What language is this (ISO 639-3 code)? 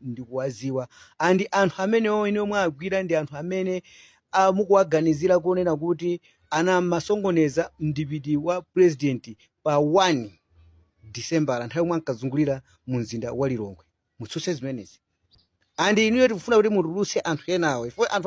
nya